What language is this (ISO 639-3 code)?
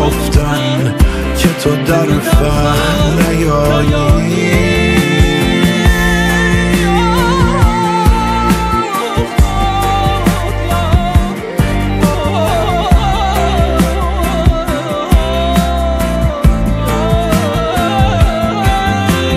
fas